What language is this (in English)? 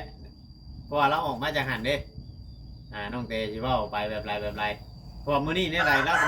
Northeastern Thai